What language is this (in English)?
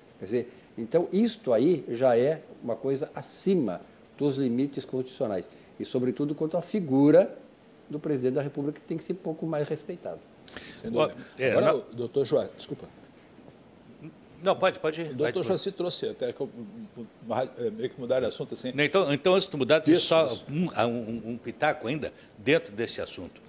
Portuguese